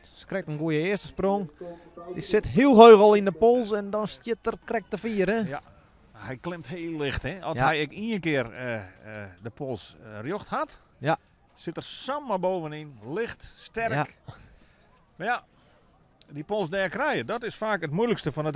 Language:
Western Frisian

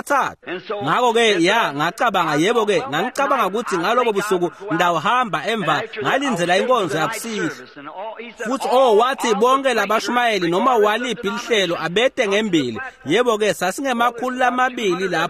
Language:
Swati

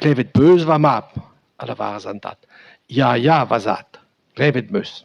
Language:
Breton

